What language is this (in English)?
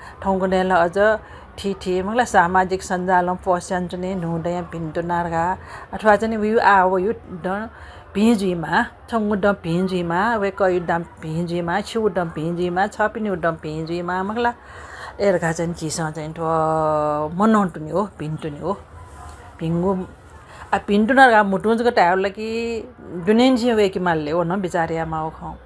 Newari